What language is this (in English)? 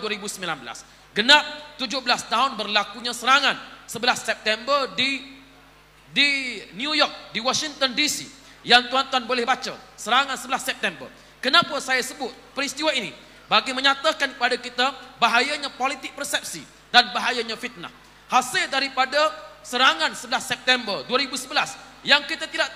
Malay